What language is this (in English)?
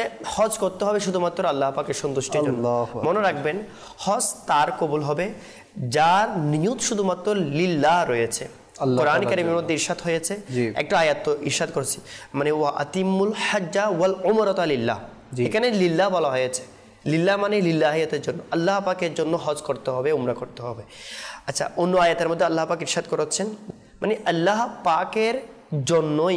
Bangla